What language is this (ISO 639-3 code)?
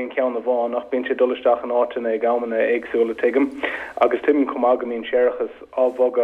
gle